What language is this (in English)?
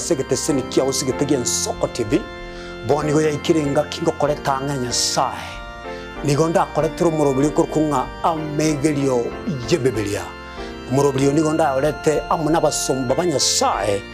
Gusii